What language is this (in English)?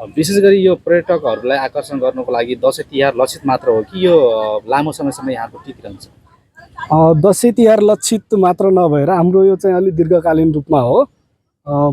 Nepali